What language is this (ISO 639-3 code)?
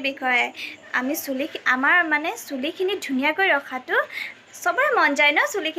asm